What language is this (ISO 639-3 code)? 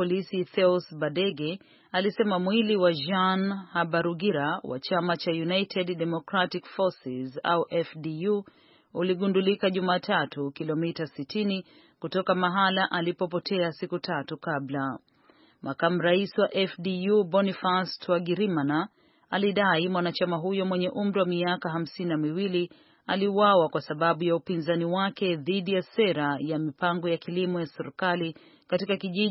swa